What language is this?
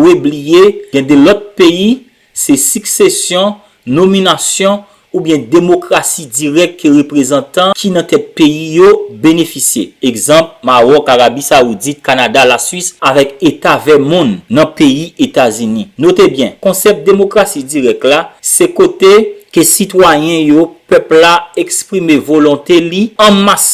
Haitian Creole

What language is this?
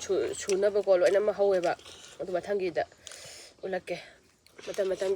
Manipuri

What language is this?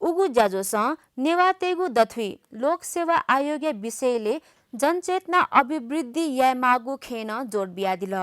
Newari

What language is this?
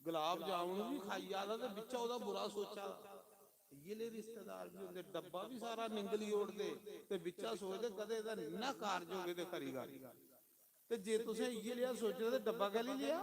Dogri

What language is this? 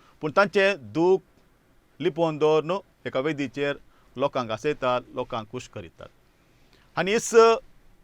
Konkani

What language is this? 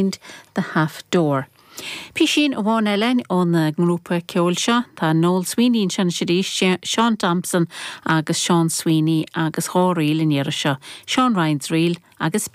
Irish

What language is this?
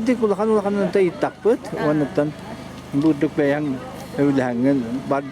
Yakut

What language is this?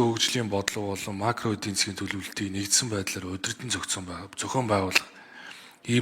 Mongolian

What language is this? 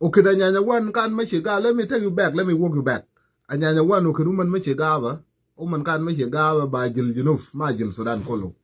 Nuer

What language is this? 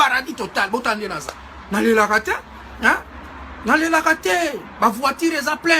Lingala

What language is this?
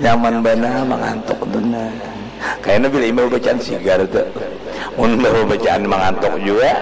Banjar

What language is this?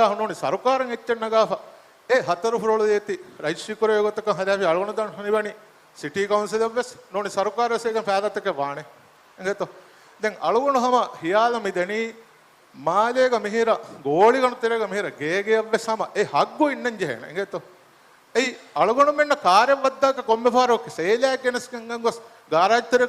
Divehi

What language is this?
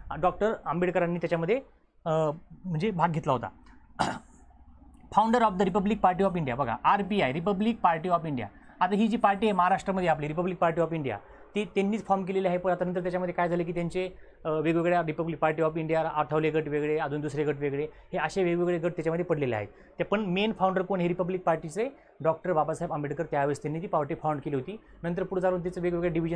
Marathi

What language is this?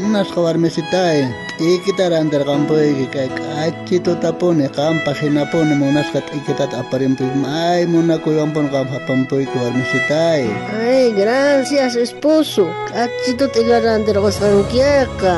South Bolivian Quechua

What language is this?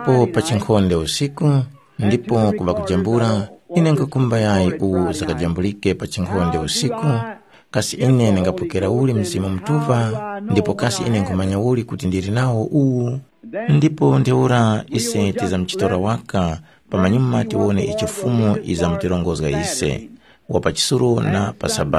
Tumbuka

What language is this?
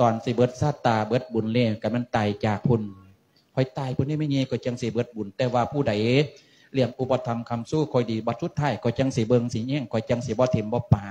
Lao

